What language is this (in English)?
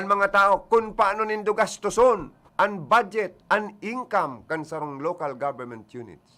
Bikol